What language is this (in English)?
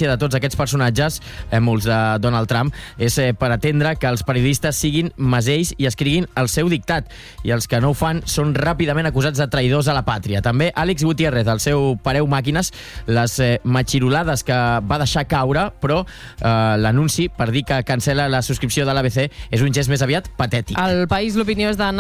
Catalan